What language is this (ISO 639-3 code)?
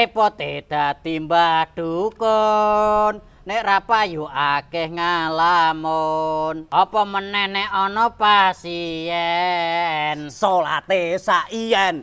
jav